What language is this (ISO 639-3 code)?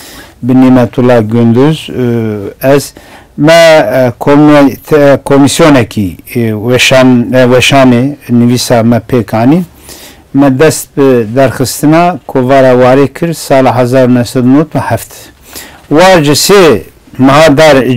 kur